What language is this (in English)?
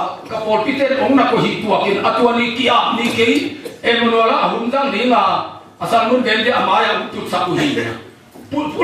Tedim Chin